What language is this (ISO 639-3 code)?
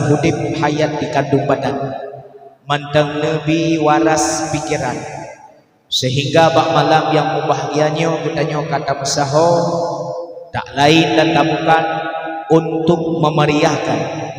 ace